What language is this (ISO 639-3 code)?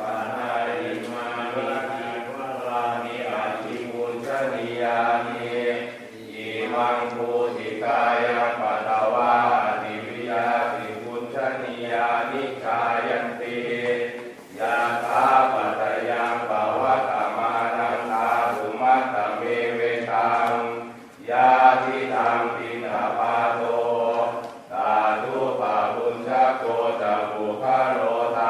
pli